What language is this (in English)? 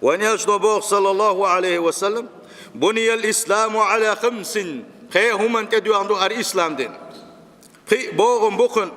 Chechen